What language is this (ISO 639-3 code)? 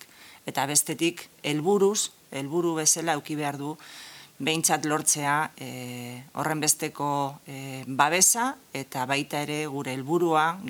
eus